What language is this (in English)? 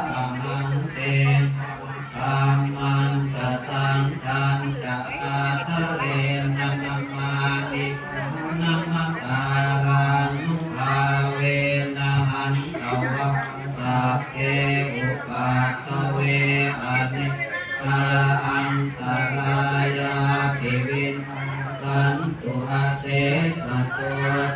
Pali